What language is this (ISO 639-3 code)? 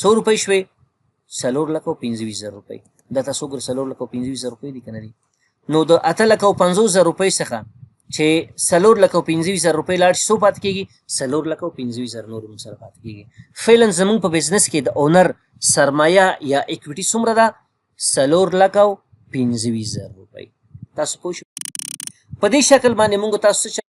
pus